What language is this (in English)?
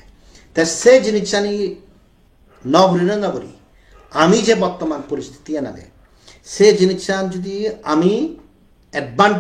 Chakma